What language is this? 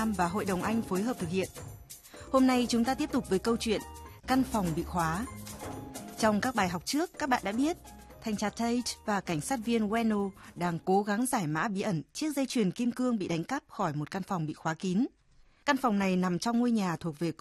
Vietnamese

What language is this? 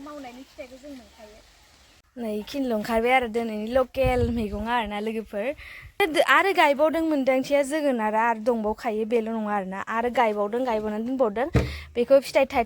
Bodo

